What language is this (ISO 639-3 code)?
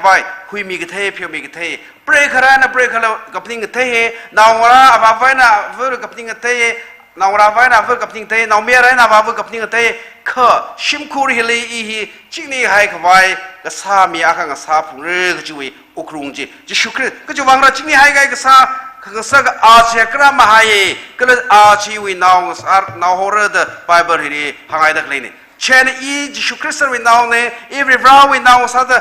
nmf